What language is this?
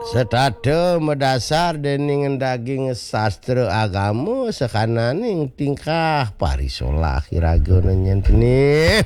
Balinese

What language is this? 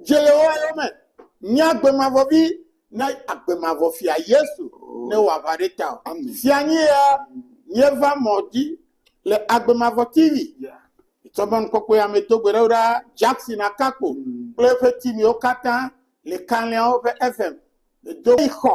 Ewe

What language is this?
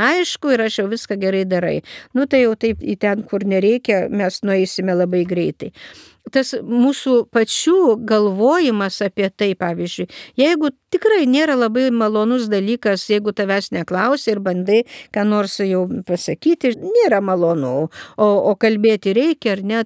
Lithuanian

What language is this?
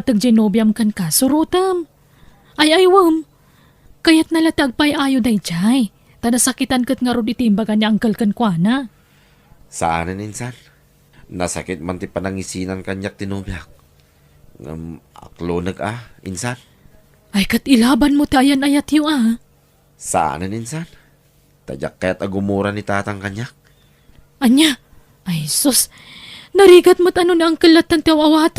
Iloko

